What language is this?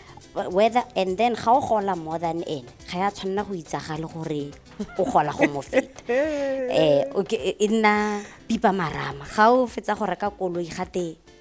Tswana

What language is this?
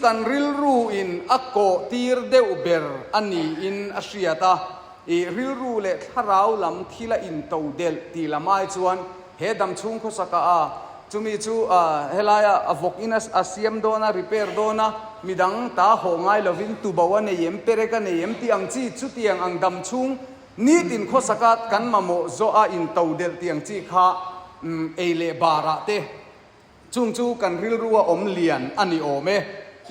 Mizo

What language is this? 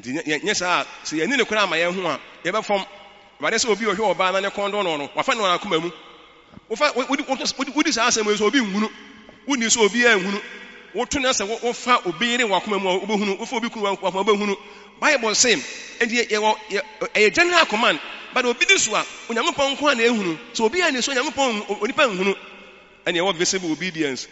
Akan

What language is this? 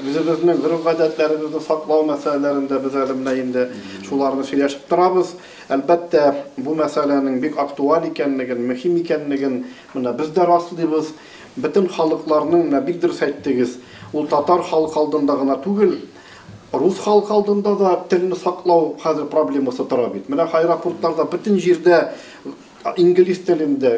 Tatar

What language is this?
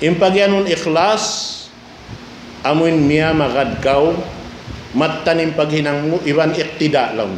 Tausug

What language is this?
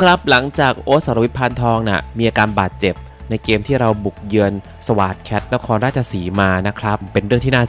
Thai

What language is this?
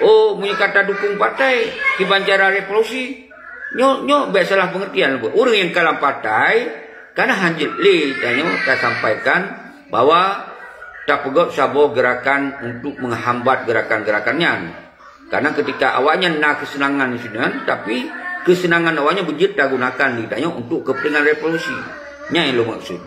Achinese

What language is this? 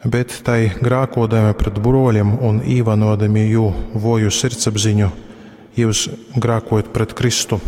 Latgalian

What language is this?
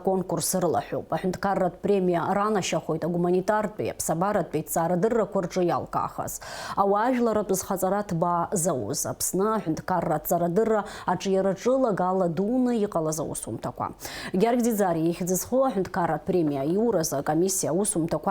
Abkhazian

